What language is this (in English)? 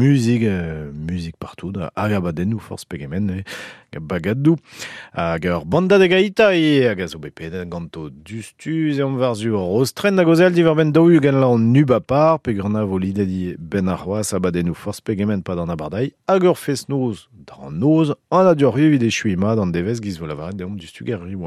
Breton